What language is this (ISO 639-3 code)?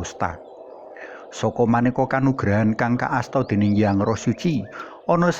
jav